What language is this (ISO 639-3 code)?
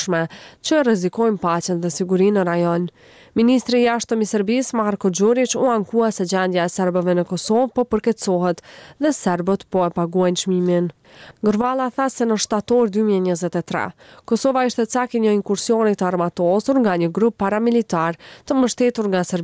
sqi